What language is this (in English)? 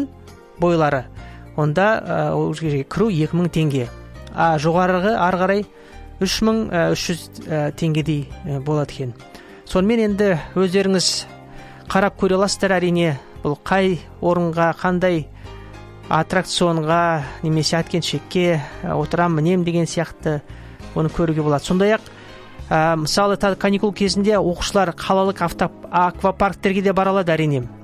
Kazakh